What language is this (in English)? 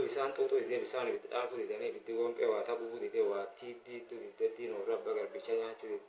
Oromo